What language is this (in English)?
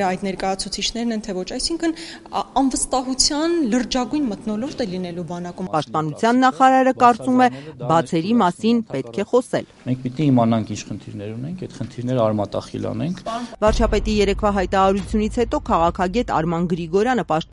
Armenian